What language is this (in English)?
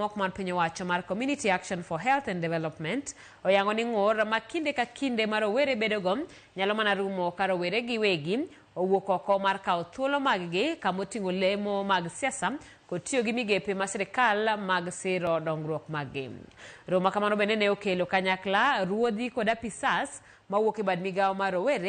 Luo (Kenya and Tanzania)